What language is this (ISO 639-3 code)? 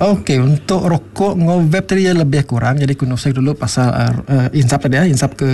iba